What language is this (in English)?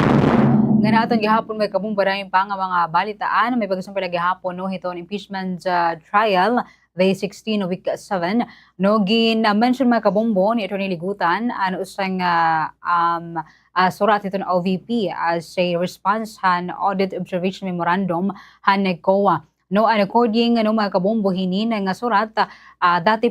Waray